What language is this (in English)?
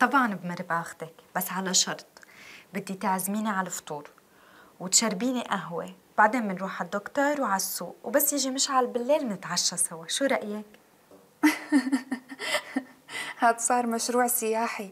North Levantine Arabic